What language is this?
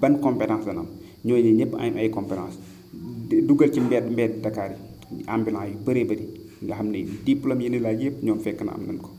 Wolof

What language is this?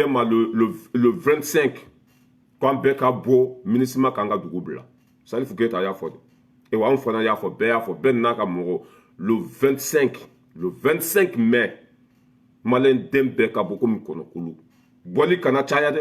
Bambara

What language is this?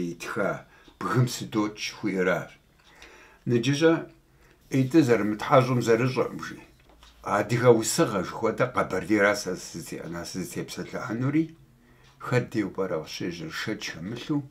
Kabardian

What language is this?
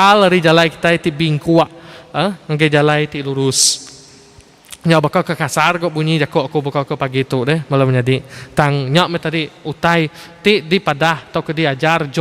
Iban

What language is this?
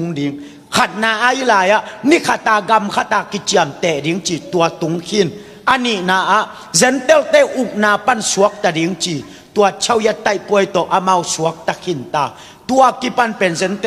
Tedim Chin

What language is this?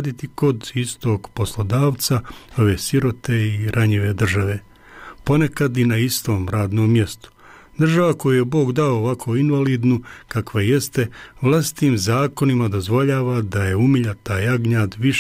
Bosnian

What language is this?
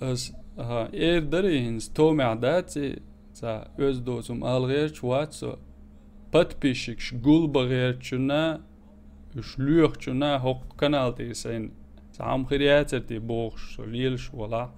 Chechen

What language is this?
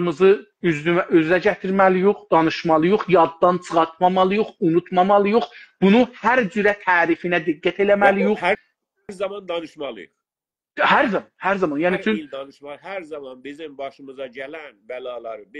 South Azerbaijani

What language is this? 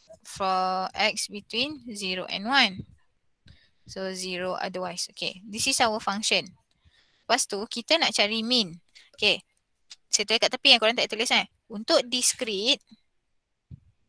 Malay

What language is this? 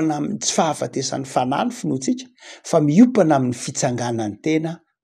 Malagasy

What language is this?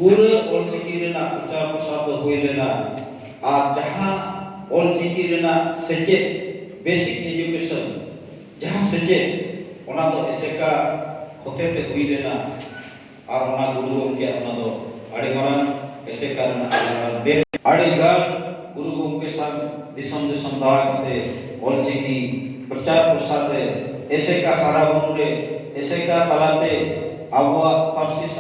Santali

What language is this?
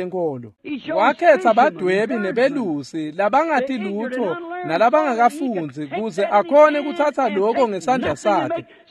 Swati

